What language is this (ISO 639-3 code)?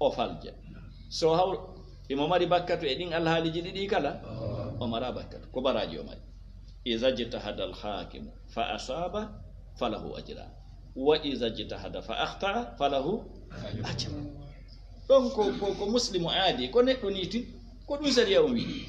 ful